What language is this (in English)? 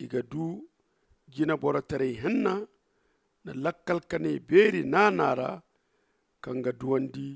Zarma